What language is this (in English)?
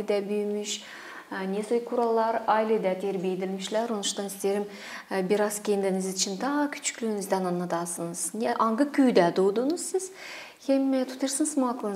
Gagauz